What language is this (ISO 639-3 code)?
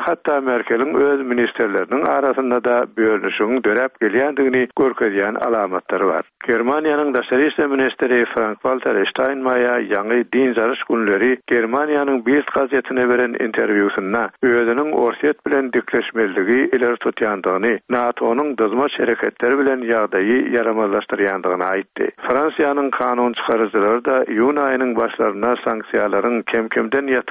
tuk